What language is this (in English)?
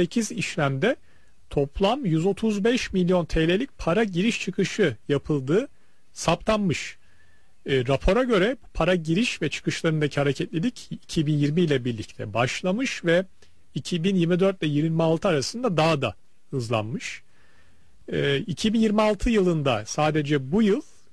Turkish